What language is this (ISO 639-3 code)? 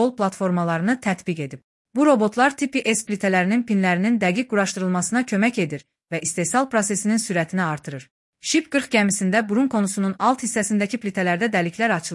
aze